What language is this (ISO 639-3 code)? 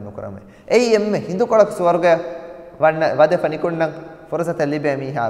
div